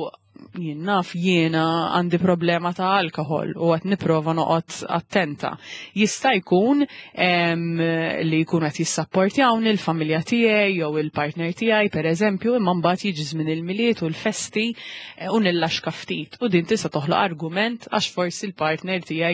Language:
Maltese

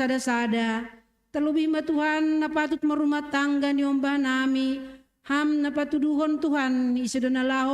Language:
Batak Simalungun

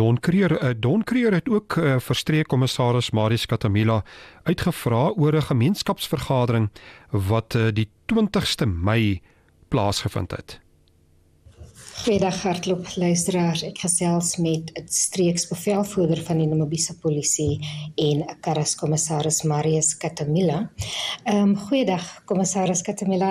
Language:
Afrikaans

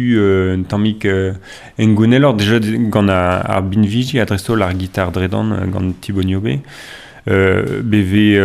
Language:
Breton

